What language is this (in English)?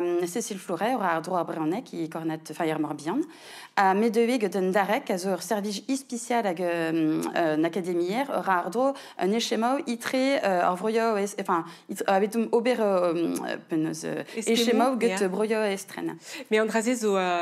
Breton